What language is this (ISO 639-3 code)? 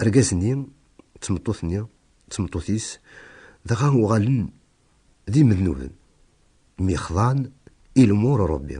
kab